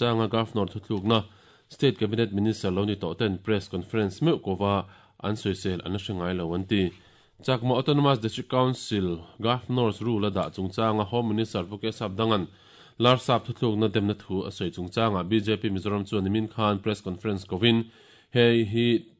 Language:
Mizo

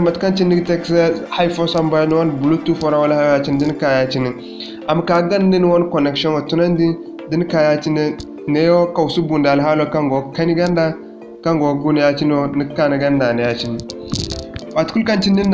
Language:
Zarma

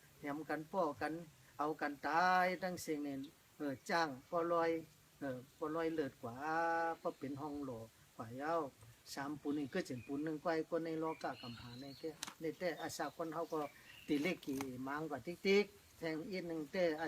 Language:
Shan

